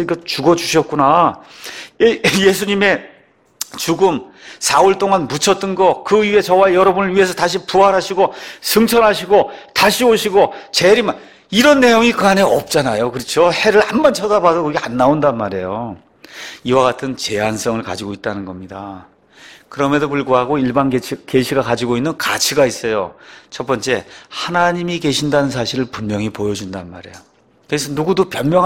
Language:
Korean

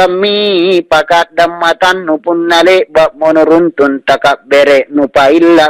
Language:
Makasar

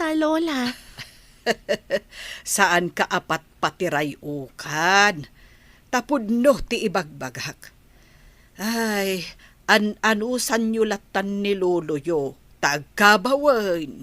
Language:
Iloko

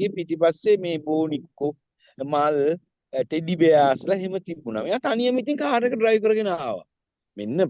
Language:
Sinhala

